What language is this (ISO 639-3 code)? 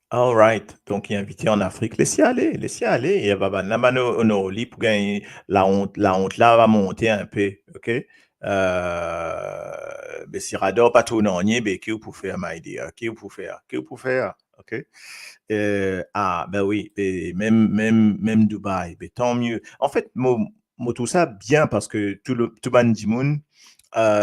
mfe